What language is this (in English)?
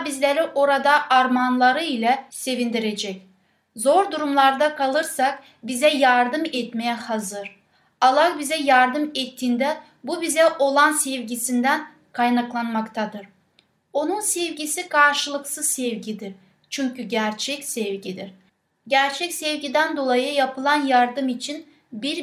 Turkish